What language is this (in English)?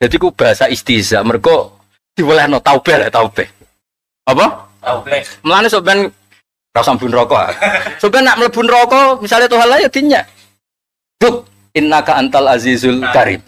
Javanese